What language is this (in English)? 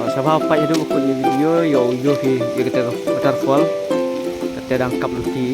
Khasi